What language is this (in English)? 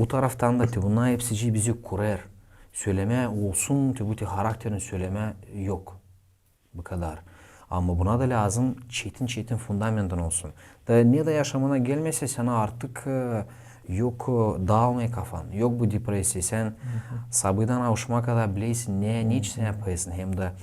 Gagauz